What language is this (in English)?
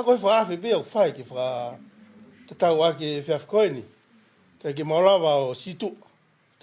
Tongan